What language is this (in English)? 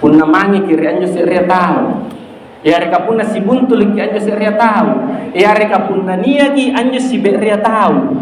Makasar